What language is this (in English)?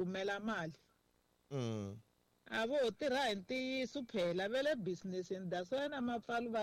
Tsonga